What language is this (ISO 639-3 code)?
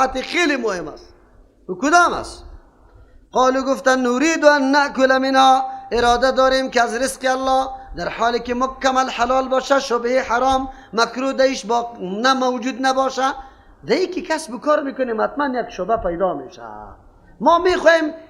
fas